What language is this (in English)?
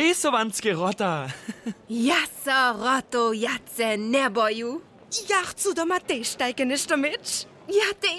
Upper Sorbian